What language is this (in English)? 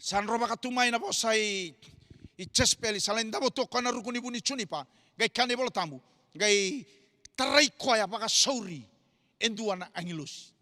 Fijian